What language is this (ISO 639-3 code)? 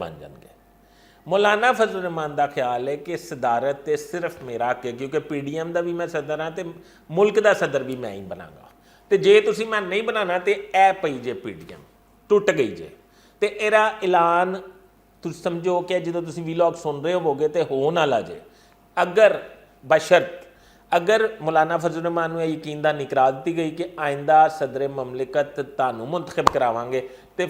lah